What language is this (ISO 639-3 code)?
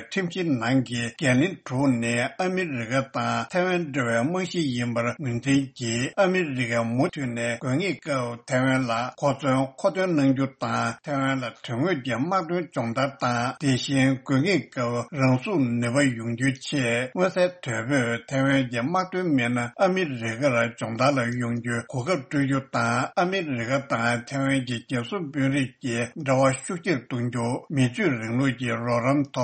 bod